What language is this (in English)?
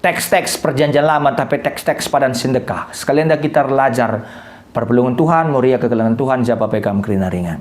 Batak Karo